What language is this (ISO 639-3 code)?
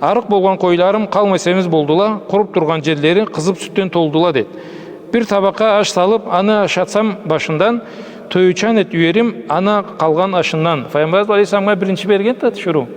krc